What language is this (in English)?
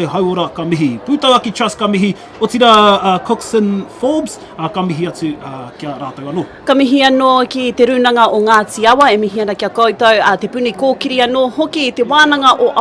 Māori